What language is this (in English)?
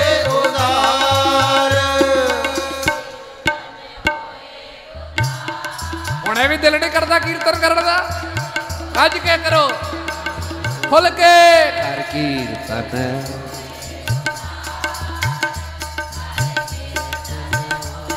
Punjabi